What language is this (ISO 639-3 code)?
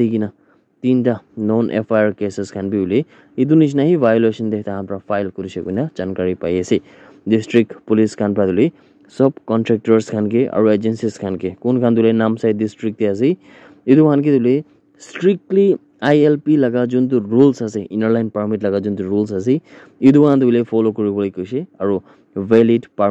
nag